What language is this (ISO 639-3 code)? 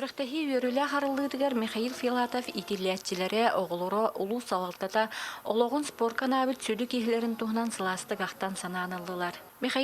sah